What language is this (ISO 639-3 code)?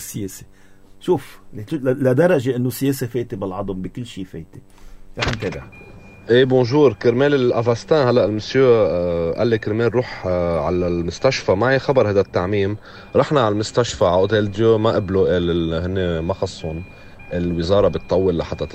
apc